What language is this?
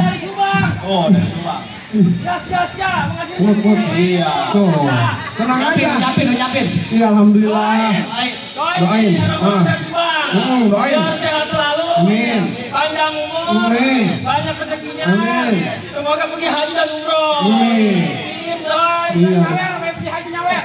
Betawi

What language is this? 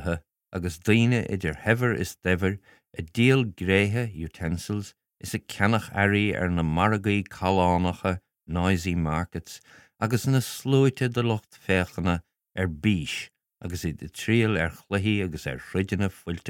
Irish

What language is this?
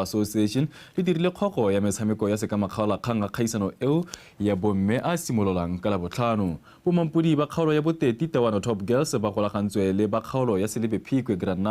Tswana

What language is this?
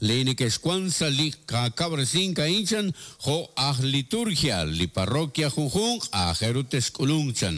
Kekchí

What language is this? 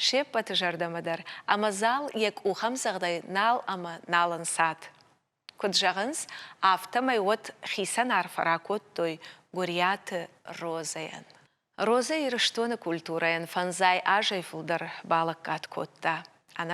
Ossetic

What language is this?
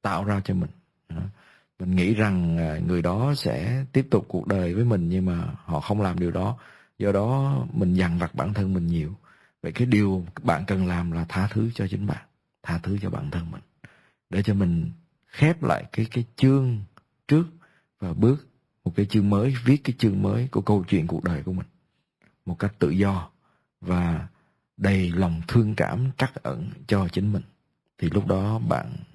Vietnamese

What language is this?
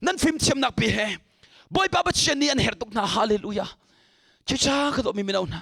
Hakha Chin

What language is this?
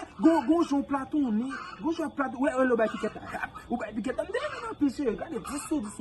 Haitian Creole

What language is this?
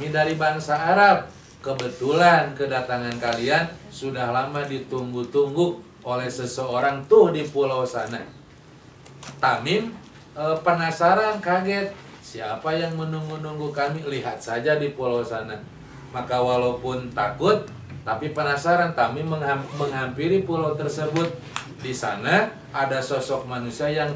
Indonesian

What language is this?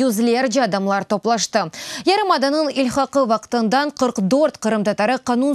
Crimean Tatar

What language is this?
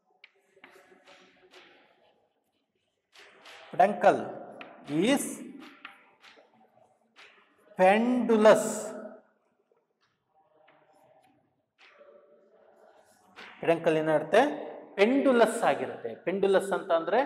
Kannada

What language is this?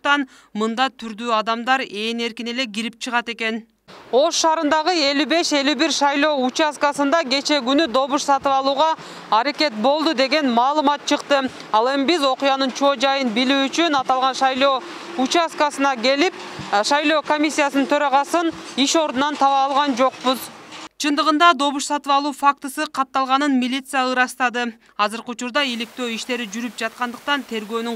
Kyrgyz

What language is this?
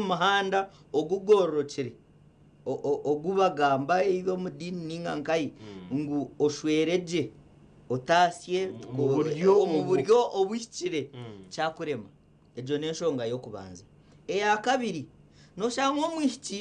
Nyankole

